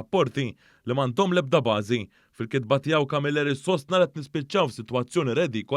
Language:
Maltese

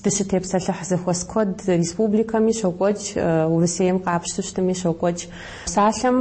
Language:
Kabardian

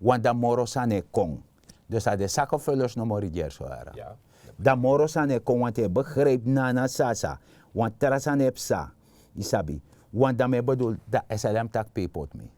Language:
Sranan Tongo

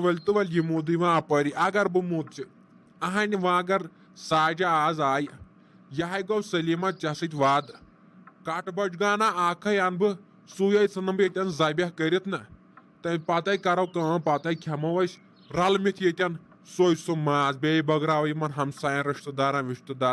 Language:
Kashmiri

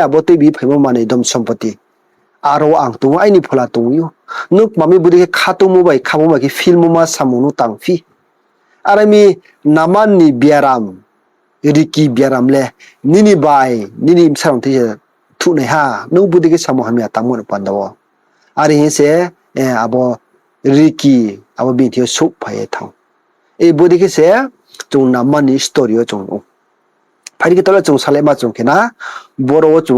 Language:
Riang (India)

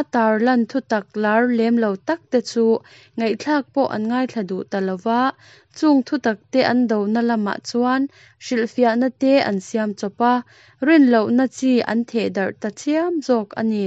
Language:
Mizo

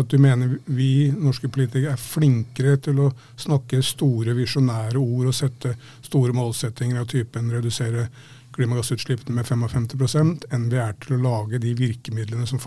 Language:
Norwegian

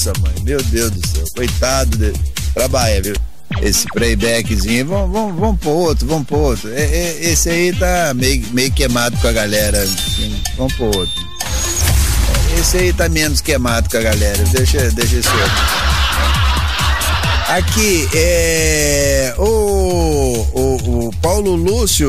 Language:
Portuguese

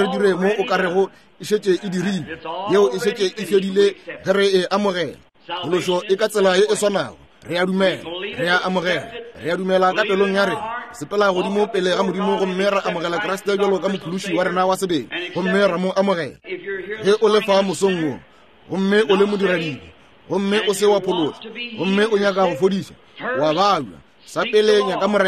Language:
Northern Sotho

